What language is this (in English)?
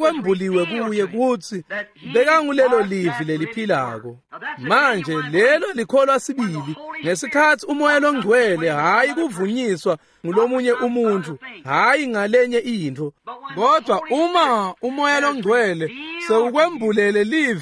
Swati